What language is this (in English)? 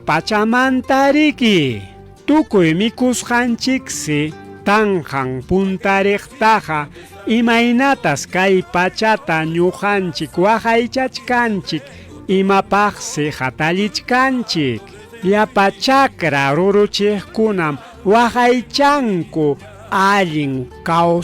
Ayacucho Quechua